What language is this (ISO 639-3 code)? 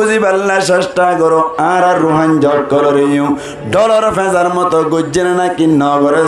rhg